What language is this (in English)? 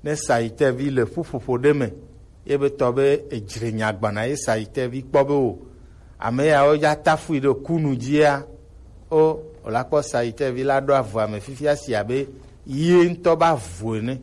Gen